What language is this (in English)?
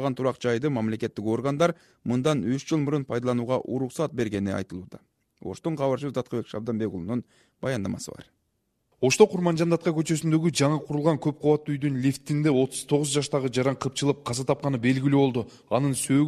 Kyrgyz